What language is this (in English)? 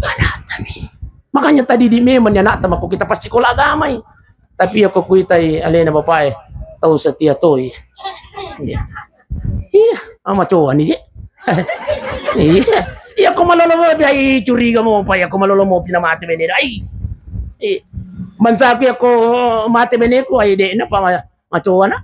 Buginese